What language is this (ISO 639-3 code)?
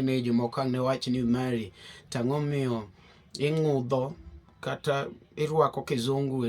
luo